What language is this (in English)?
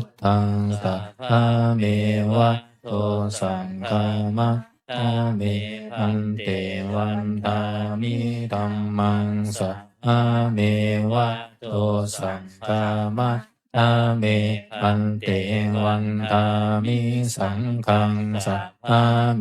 Pali